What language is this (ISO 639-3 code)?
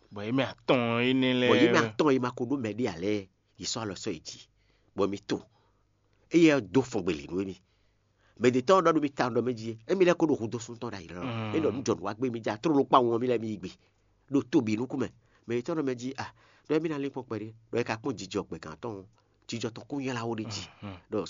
fon